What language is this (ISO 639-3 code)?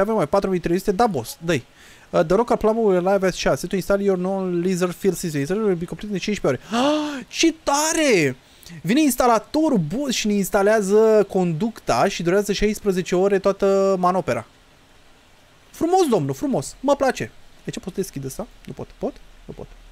ron